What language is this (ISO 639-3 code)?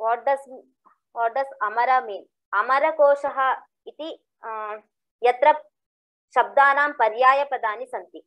san